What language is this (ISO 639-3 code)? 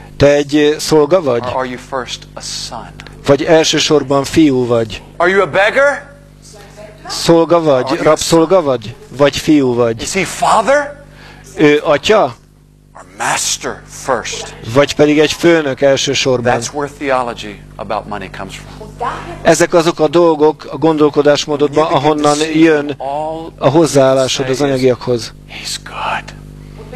hun